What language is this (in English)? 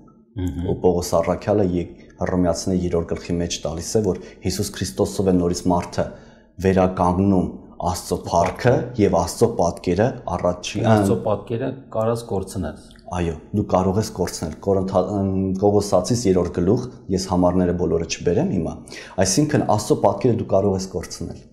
Armenian